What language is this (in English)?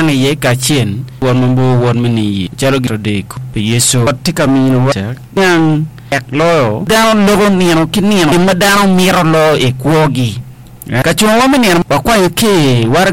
Acoli